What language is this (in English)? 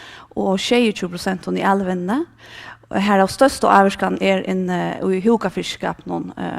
Faroese